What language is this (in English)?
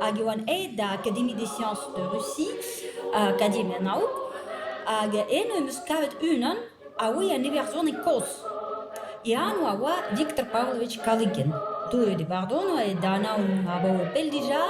Breton